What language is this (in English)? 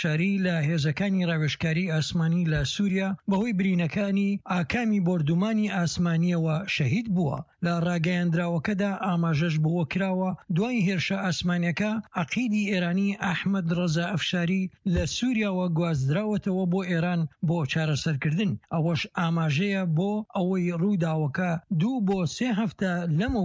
Central Kurdish